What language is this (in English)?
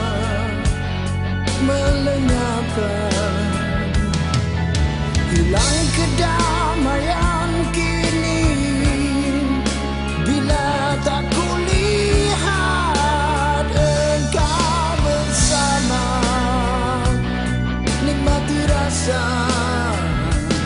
Malay